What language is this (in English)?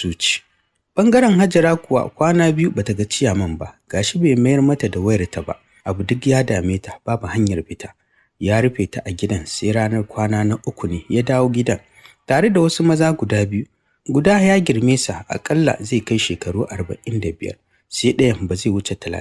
Hausa